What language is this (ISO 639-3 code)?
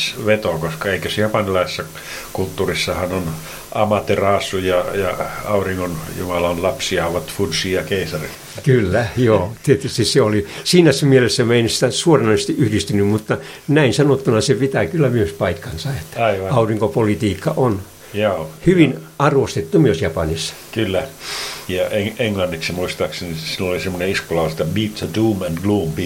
fin